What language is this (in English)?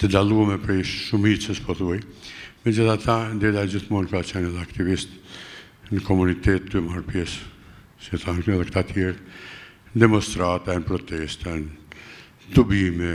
Albanian